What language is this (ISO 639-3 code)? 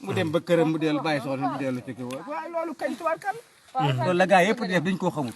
wol